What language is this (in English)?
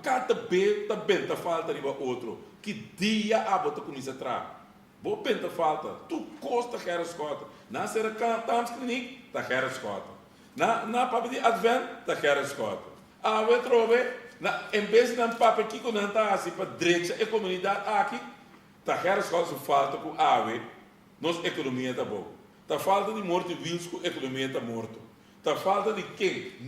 Papiamento